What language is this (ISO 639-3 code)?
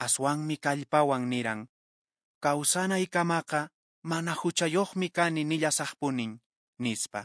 que